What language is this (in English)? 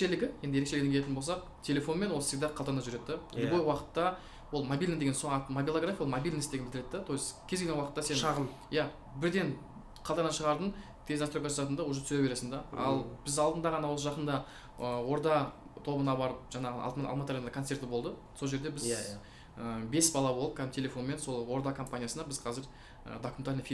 Kazakh